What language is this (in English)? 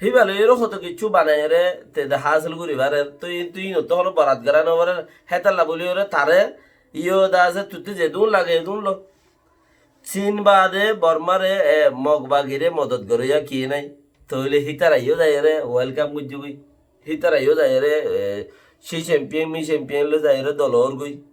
Rohingya